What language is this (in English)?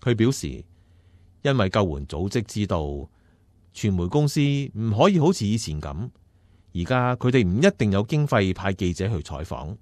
Cantonese